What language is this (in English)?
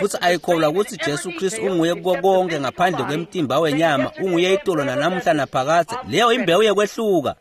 Swati